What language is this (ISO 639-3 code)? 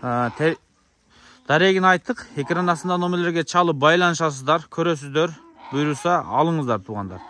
kir